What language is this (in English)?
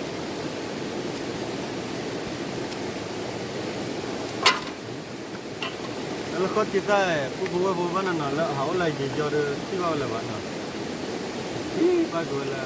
S'gaw Karen